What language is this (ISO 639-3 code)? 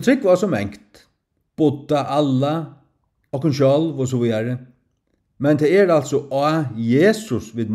fao